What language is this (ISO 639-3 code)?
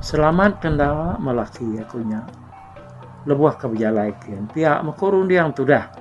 iba